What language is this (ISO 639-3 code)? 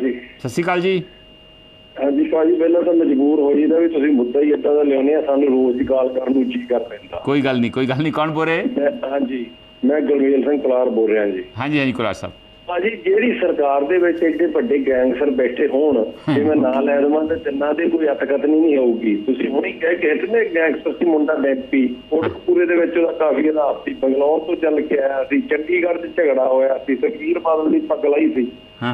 pan